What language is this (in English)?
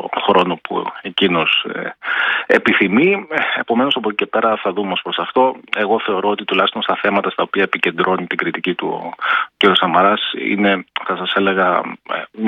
Greek